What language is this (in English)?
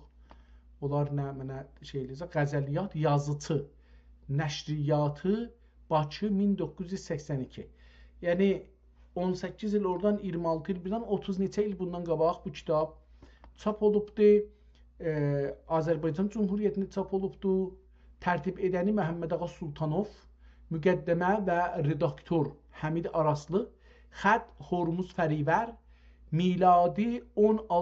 South Azerbaijani